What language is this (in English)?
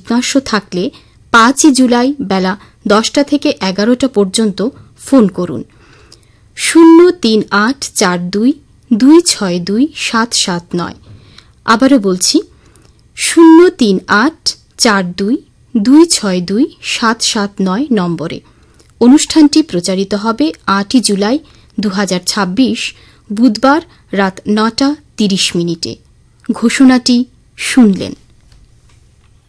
Bangla